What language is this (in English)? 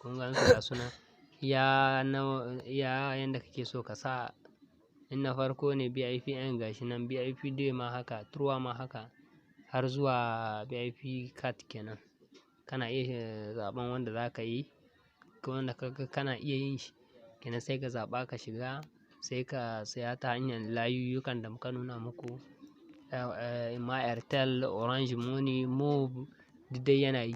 Hausa